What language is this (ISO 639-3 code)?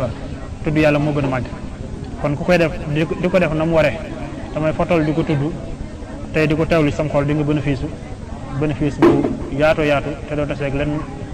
wol